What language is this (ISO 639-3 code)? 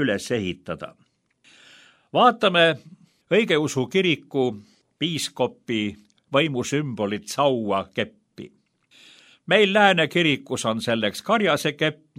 est